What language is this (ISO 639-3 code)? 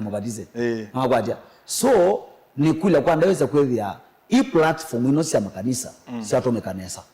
kam